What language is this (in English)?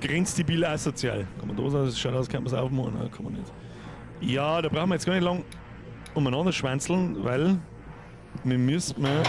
Bavarian